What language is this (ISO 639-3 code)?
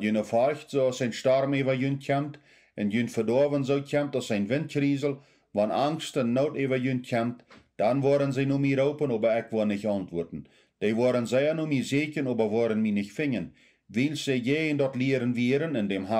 pdt